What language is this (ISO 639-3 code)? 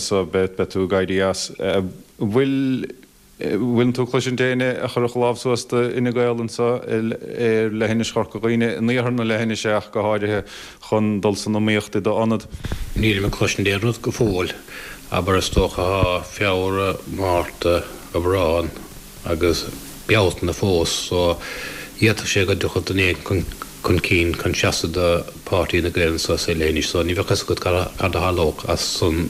gle